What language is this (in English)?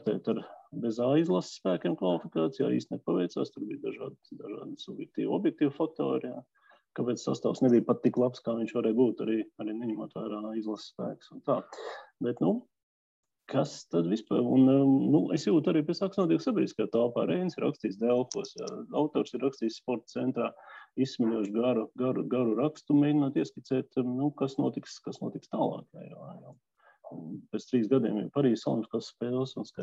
Latvian